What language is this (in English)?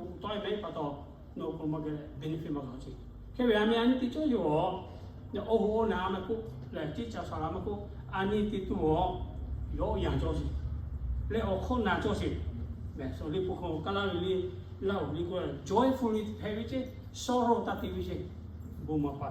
Lahu